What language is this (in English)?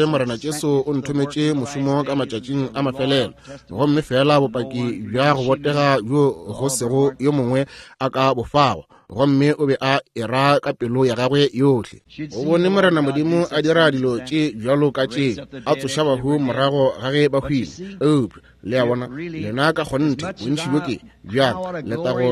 Northern Sotho